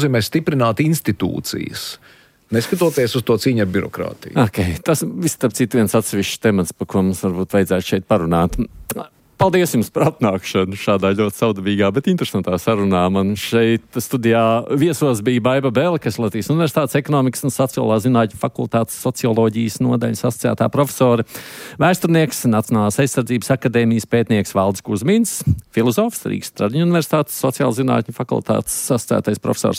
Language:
Latvian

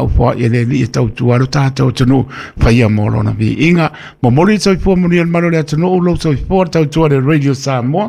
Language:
Samoan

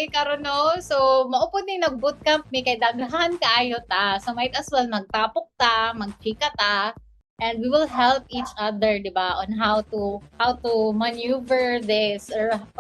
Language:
Cebuano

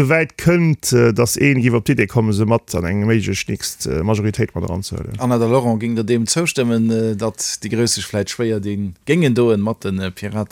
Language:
Luxembourgish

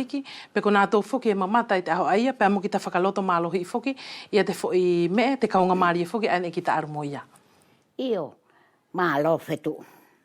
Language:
Wallisian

